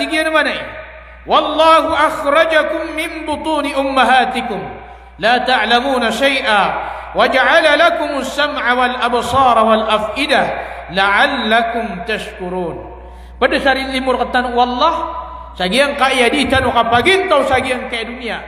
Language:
Maranao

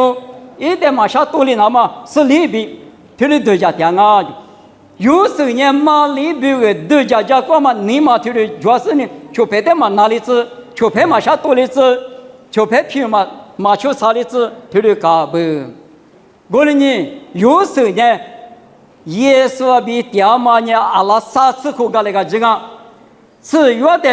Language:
Lisu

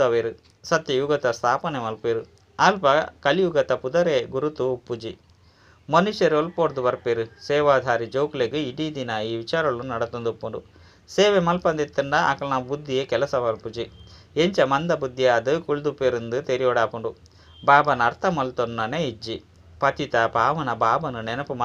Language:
Tulu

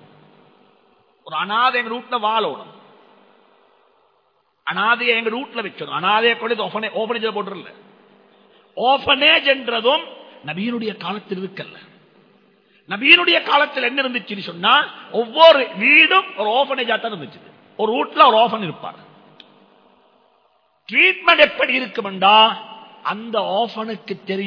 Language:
Tamil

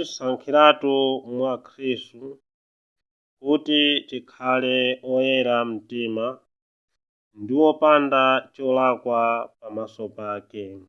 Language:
Nyanja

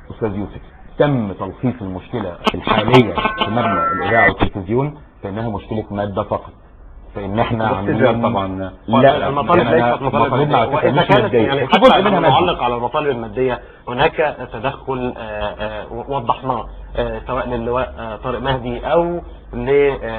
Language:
Egyptian Arabic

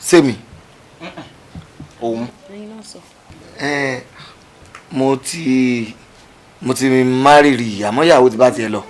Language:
Yoruba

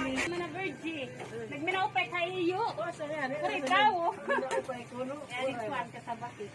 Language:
Waray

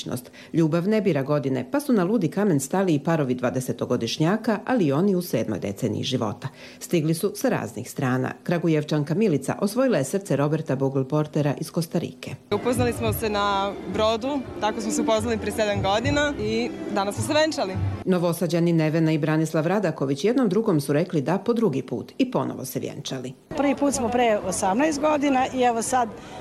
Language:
Croatian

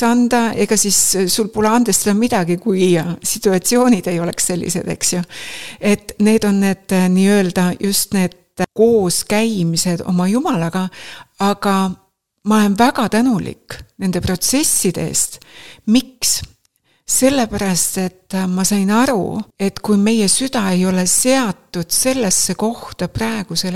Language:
Estonian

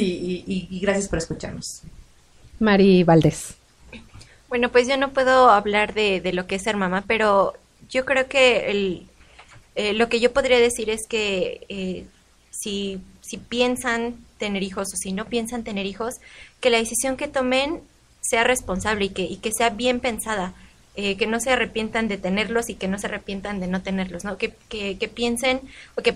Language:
Spanish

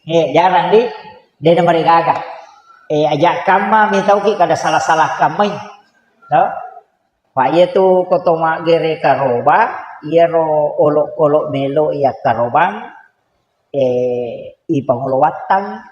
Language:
Buginese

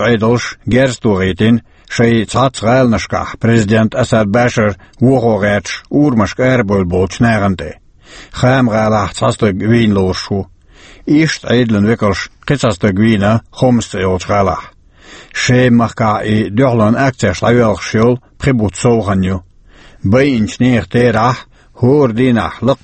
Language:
Chechen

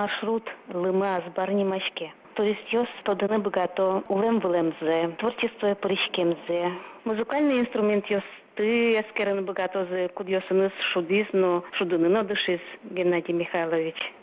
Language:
Udmurt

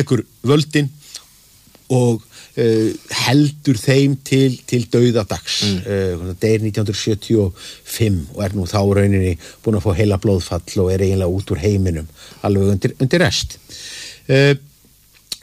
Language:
Icelandic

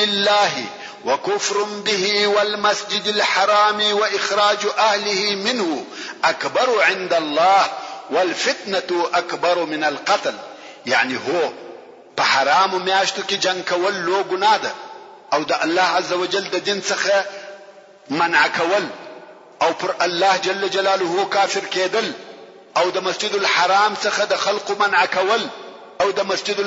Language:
Pashto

